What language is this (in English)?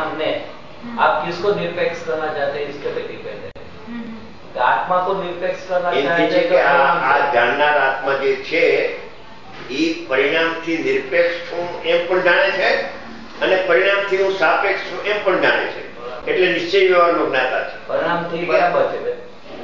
Gujarati